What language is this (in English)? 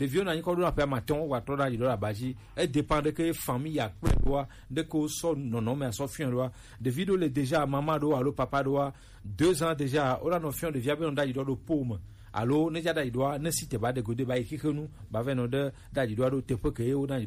Gen